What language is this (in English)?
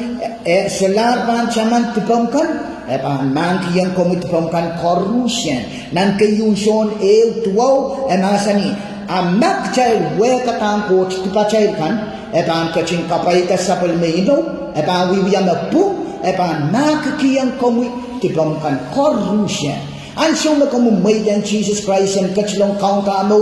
Pohnpeian